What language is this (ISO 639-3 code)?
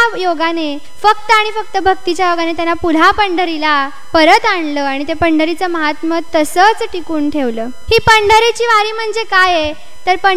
mar